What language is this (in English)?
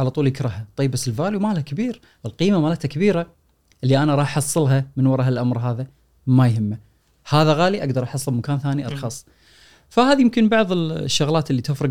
Gulf Arabic